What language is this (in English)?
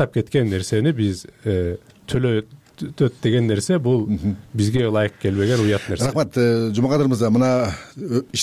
Kyrgyz